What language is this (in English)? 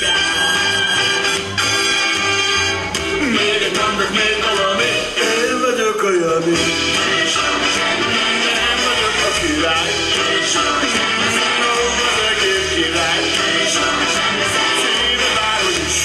Hungarian